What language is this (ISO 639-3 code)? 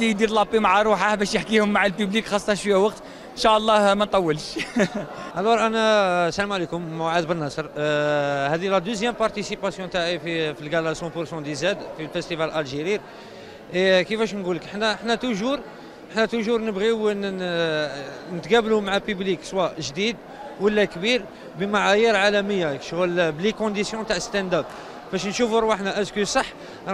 arq